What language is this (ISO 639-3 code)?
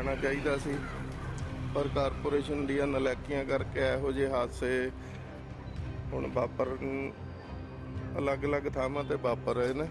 pan